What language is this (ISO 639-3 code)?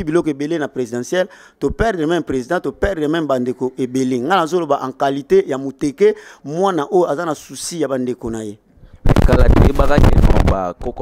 lin